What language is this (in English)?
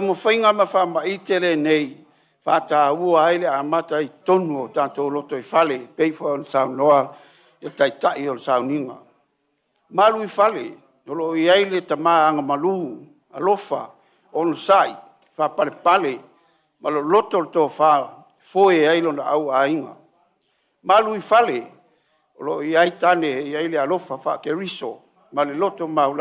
Samoan